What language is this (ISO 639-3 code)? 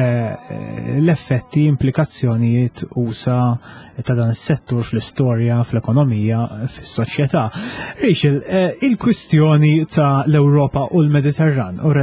mlt